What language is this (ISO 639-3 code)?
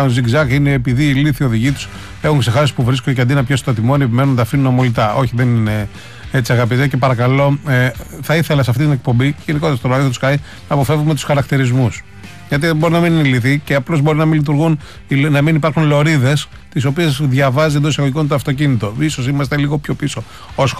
ell